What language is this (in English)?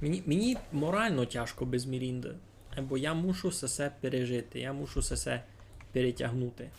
Rusyn